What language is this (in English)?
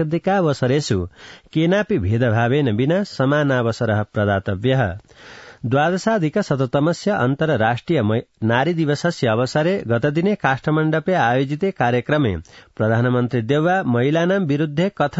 Sanskrit